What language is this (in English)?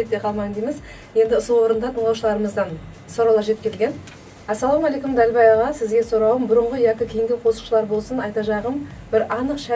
Kara-Kalpak